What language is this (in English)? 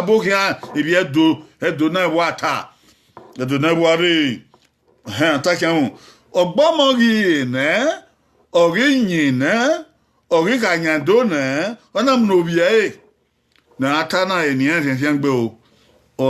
Bini